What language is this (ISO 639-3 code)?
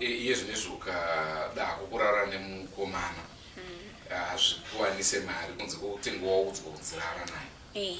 sna